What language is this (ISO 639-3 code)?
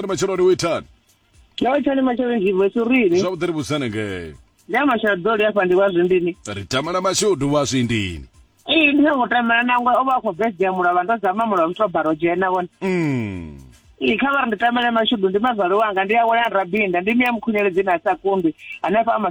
ven